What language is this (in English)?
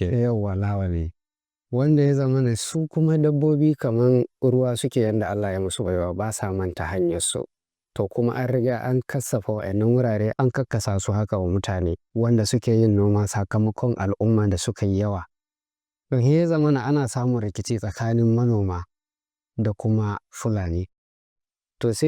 Hausa